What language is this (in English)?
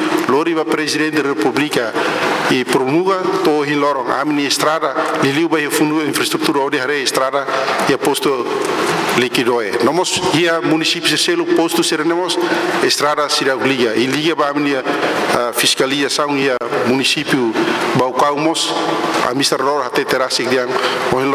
Tetum